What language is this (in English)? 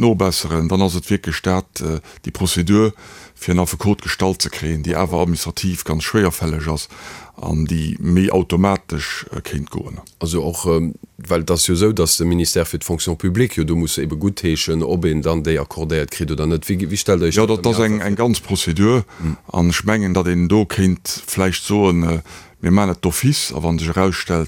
Luxembourgish